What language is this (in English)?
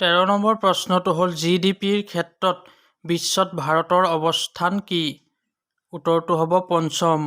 Assamese